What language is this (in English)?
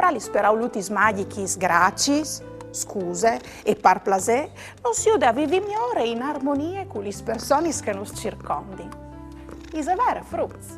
Friulian